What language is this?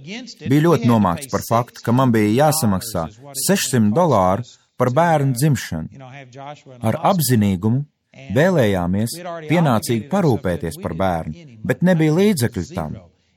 Latvian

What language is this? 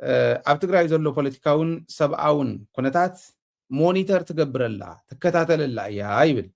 Tigrinya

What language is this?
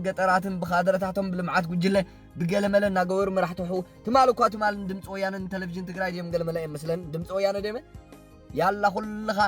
Tigrinya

